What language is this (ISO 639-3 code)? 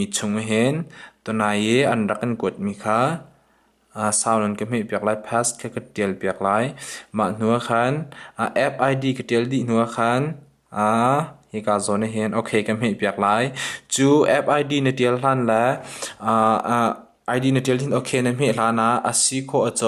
cnh